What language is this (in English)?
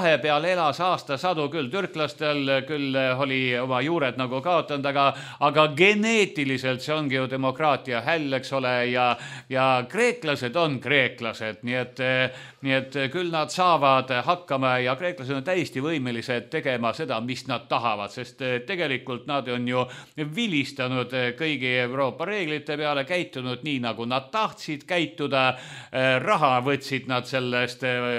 Estonian